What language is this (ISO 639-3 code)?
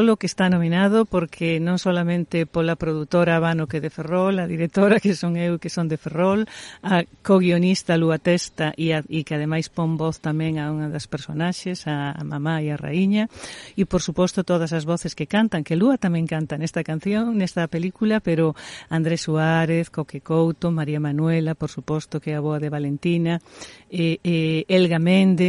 glg